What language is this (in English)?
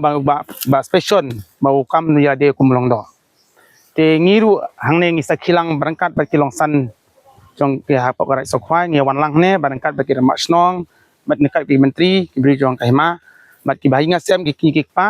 Khasi